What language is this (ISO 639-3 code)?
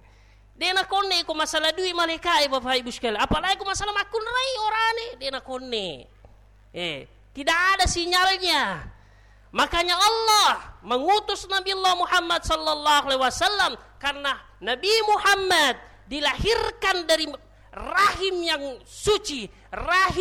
bug